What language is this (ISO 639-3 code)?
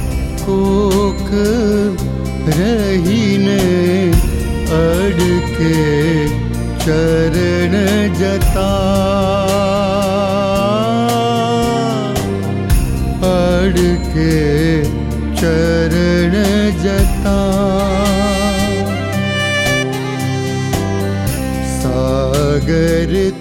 hin